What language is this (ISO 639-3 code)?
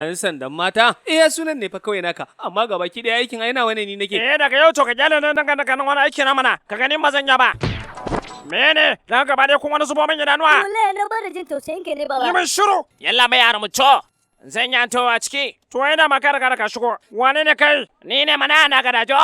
hau